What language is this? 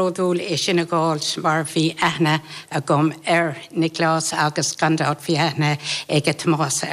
Irish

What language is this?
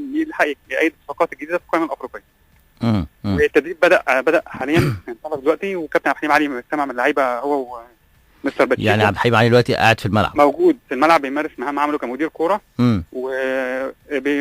Egyptian Arabic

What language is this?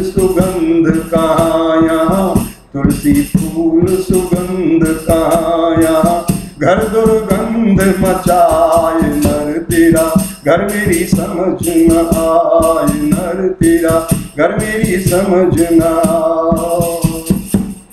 Hindi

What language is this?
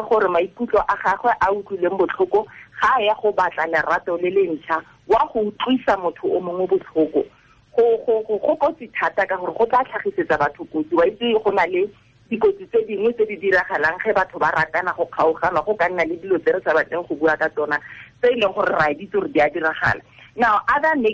Tswana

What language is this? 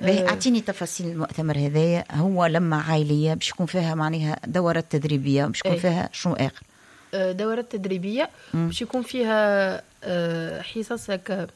Tunisian Arabic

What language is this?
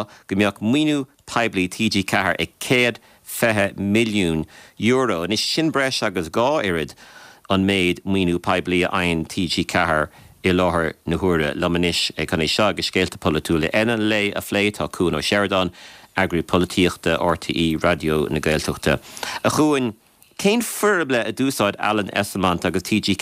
Irish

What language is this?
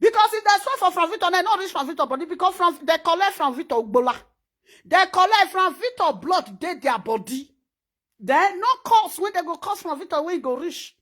Nigerian Pidgin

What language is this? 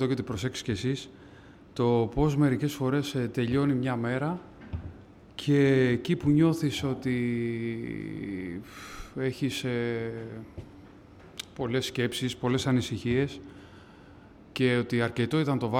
Greek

